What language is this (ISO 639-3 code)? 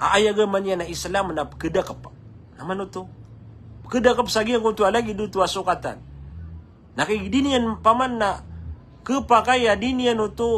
mrw